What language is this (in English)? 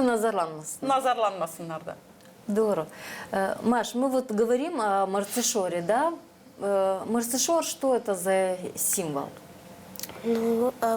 Gagauz